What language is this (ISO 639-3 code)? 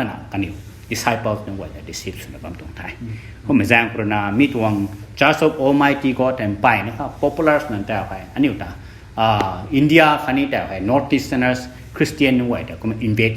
nbu